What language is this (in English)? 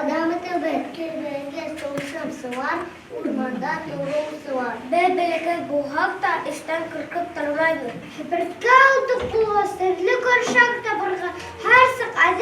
Bashkir